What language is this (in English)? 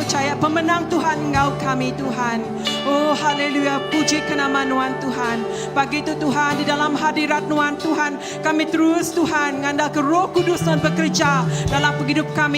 Iban